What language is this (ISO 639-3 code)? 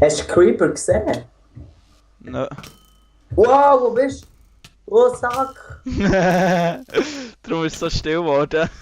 gsw